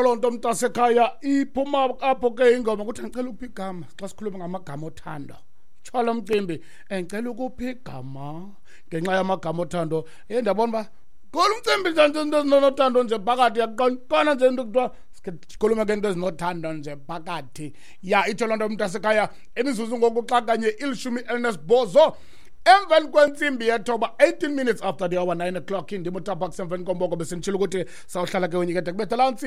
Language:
Xhosa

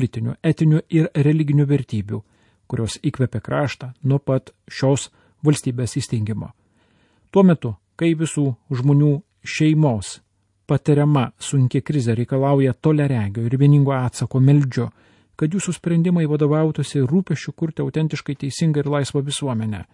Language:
Lithuanian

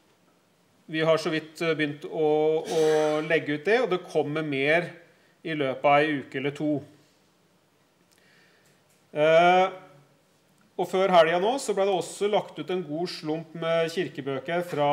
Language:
Norwegian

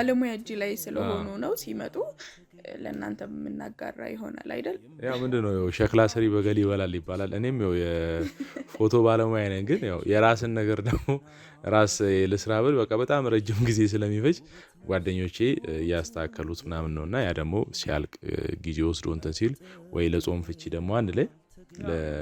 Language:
Amharic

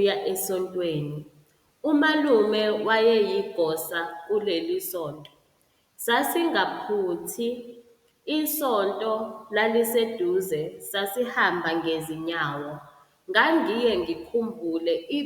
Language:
Zulu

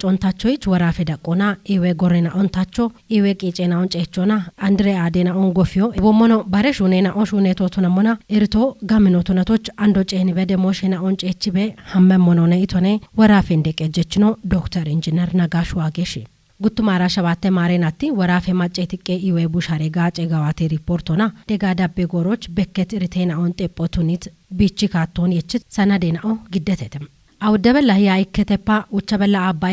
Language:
Kafa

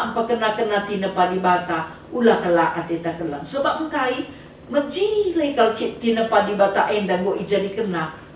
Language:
Batak Karo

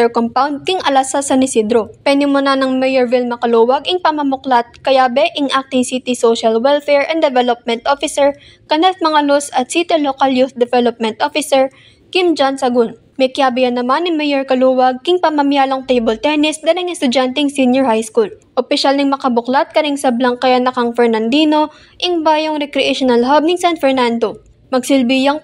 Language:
Pampanga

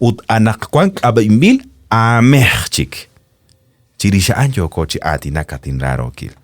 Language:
Kekchí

